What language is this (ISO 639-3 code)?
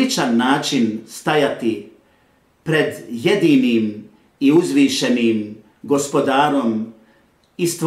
bos